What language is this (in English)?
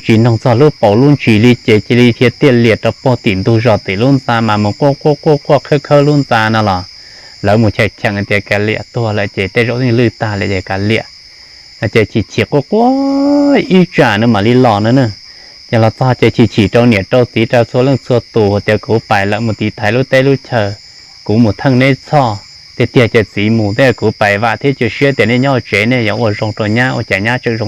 Hmong